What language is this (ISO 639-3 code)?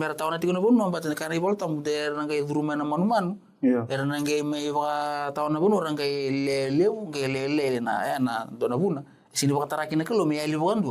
fij